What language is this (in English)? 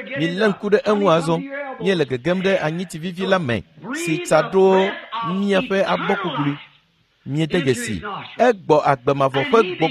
Ewe